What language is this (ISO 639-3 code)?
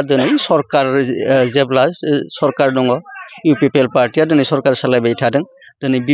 brx